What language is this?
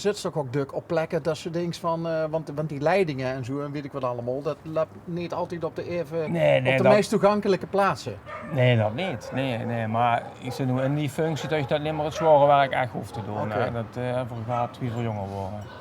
Limburgish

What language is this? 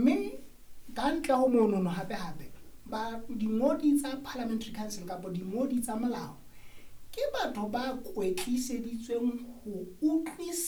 Southern Sotho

